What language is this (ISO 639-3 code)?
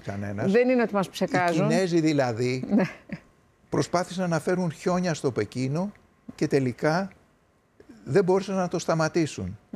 ell